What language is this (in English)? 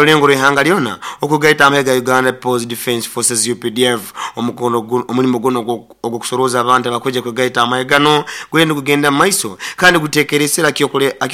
Nyoro